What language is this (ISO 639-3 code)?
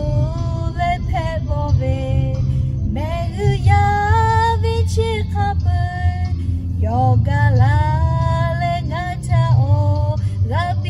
lhu